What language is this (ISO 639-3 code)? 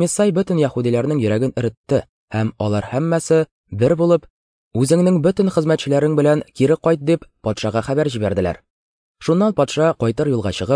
tat